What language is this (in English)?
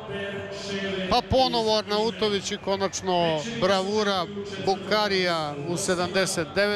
Serbian